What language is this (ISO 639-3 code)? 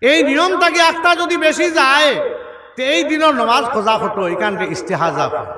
syl